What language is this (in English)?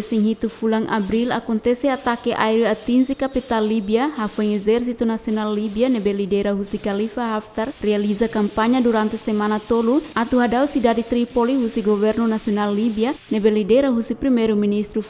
Tetum